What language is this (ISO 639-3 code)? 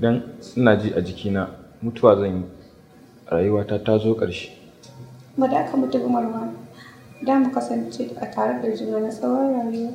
hau